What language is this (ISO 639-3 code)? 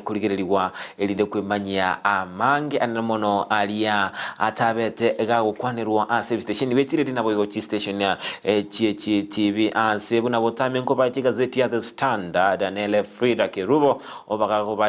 guz